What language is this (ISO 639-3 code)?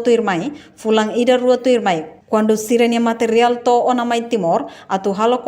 tet